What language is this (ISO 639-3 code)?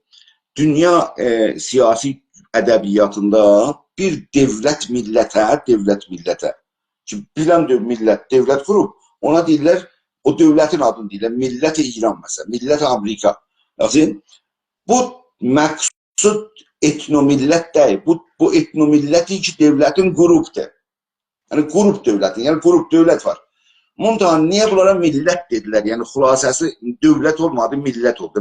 azb